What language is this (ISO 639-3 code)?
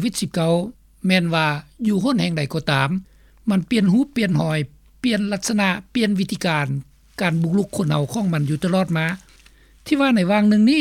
lao